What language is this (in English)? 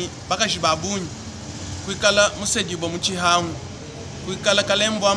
Luba-Lulua